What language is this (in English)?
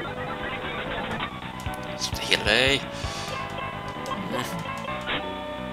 Swedish